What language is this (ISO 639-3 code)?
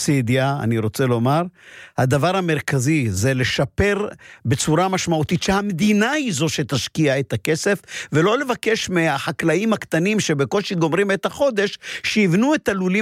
heb